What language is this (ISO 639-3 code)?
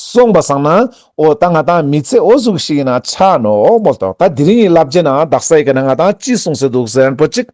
lbj